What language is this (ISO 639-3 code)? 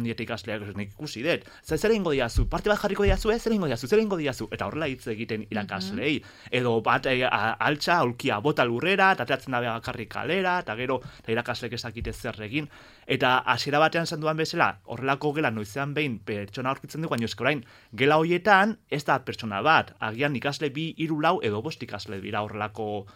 eus